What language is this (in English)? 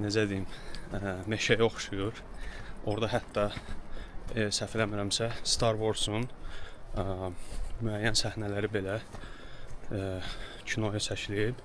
Azerbaijani